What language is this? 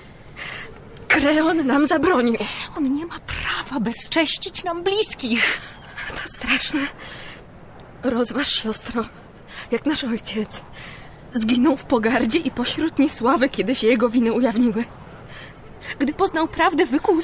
Polish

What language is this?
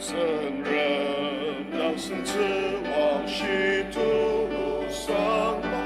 Ao Naga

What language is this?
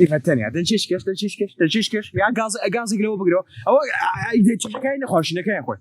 Kurdish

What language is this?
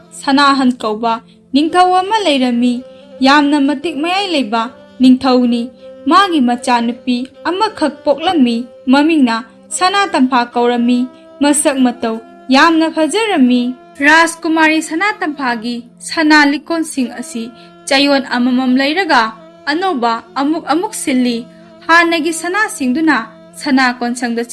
Manipuri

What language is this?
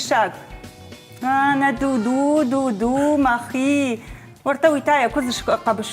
Ossetic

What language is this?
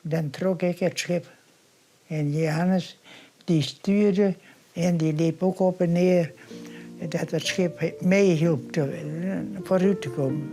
Western Frisian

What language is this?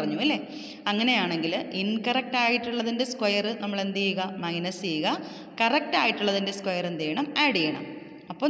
Malayalam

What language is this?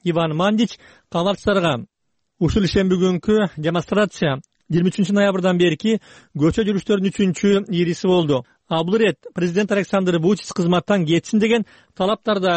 Kyrgyz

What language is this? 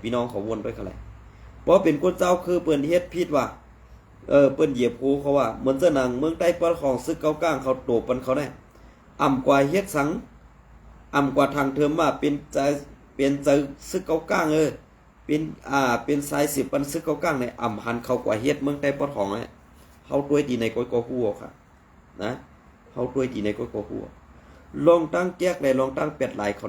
Shan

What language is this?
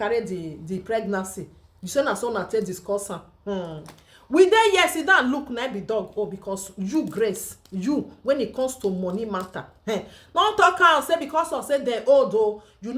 Nigerian Pidgin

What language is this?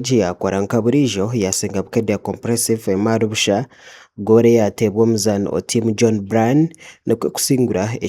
Nyankole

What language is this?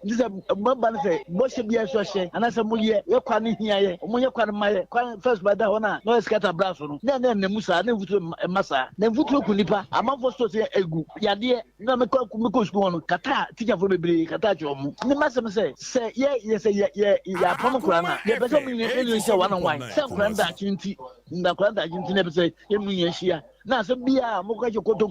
Akan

